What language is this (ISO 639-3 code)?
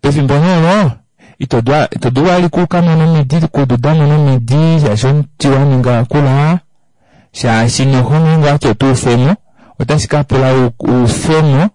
kua